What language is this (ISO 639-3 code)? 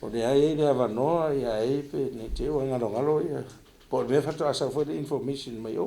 smo